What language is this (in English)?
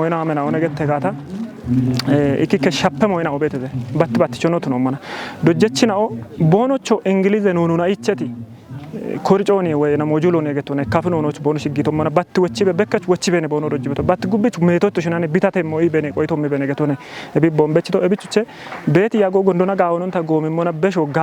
Kafa